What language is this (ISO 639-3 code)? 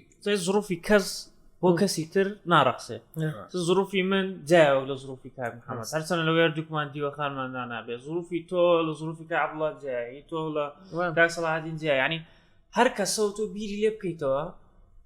ckb